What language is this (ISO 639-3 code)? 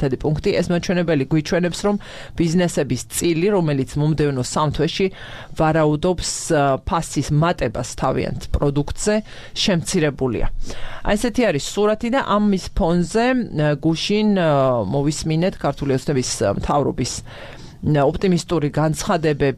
kat